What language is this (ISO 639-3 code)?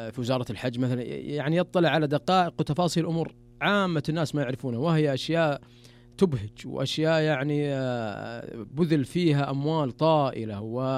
ars